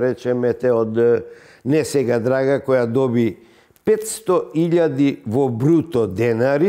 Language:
Macedonian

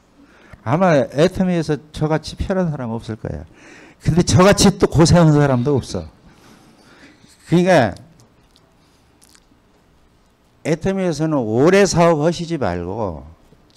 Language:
Korean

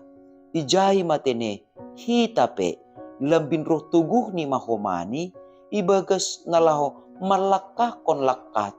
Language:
Batak Simalungun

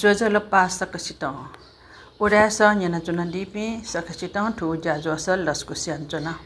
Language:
Newari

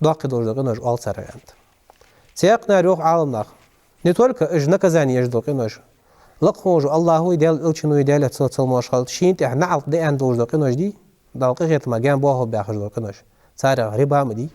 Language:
Ingush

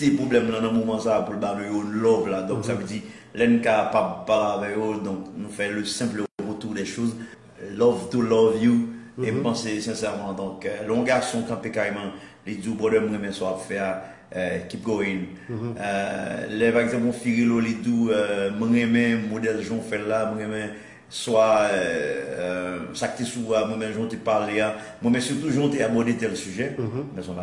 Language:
Haitian Creole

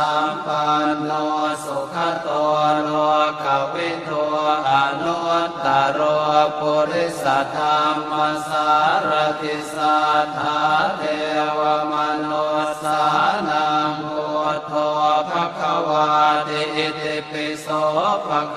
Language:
Pali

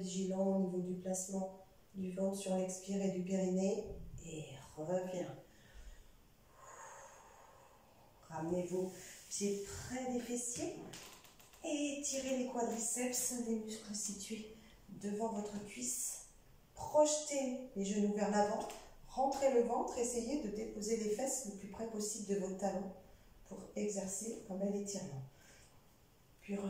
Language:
French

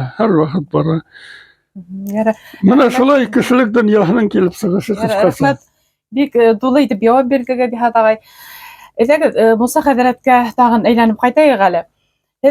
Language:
Bashkir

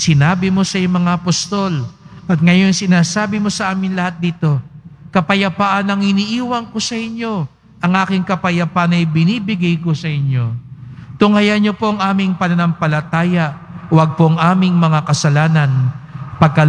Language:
Filipino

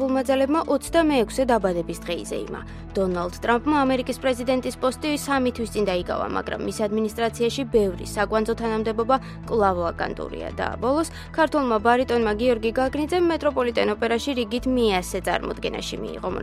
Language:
Georgian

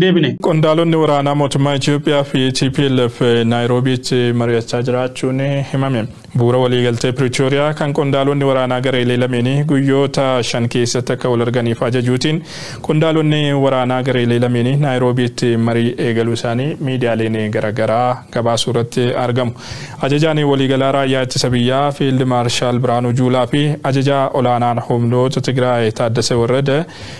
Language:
Oromo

